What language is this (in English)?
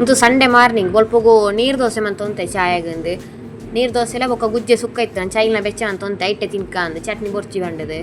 Tulu